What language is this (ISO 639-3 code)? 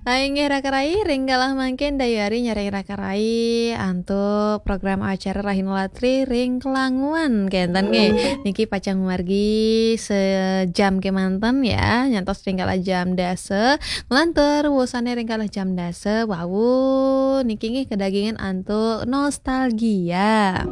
ban